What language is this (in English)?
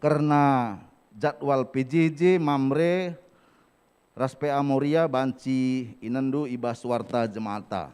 Batak Karo